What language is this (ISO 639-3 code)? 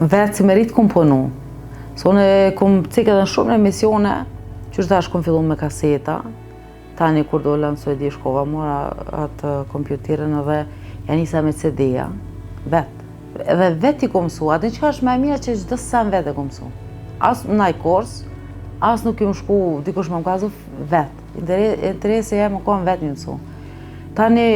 sqi